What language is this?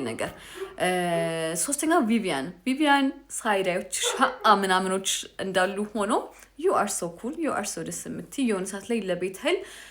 Amharic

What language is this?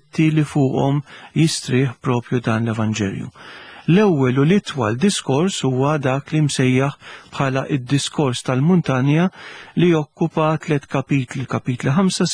Maltese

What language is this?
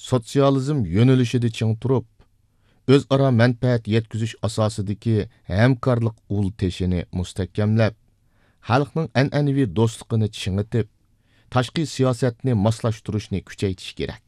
Uyghur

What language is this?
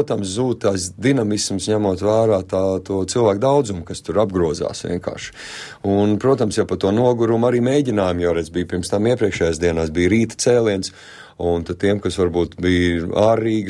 Latvian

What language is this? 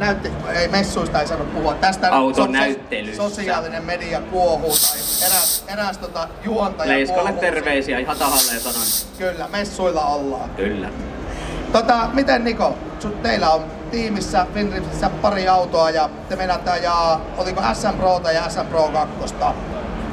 Finnish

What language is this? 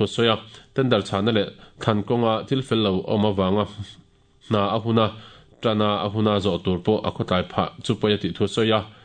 Mizo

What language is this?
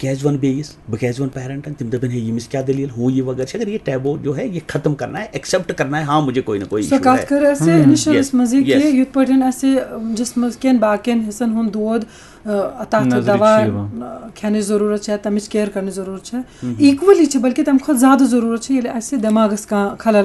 Kashmiri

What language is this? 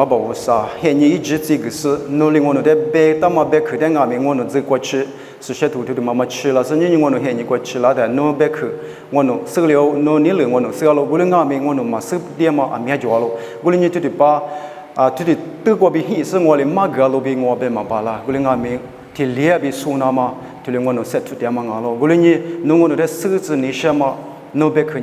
Lisu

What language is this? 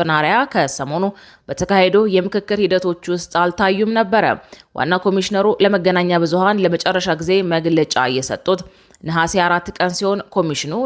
Amharic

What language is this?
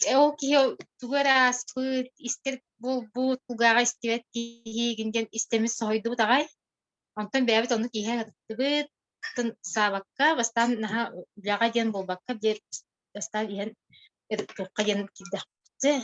Yakut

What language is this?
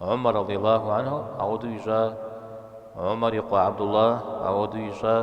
Kabardian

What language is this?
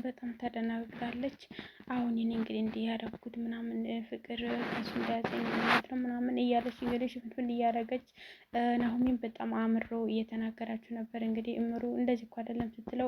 Amharic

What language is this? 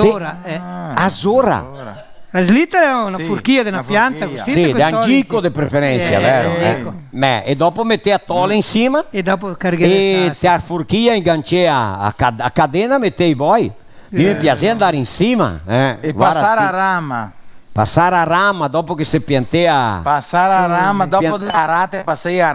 Venetian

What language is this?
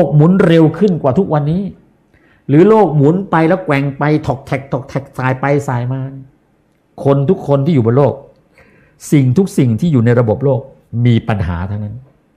Thai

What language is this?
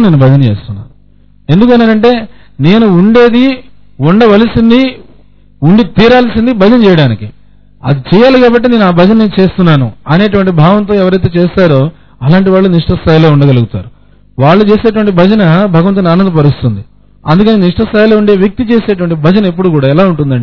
Telugu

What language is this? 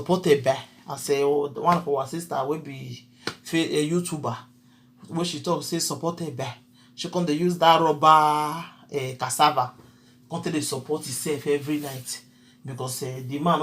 Nigerian Pidgin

